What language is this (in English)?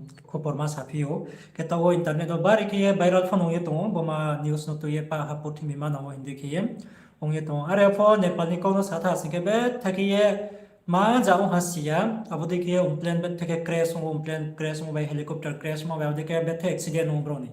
Riang (India)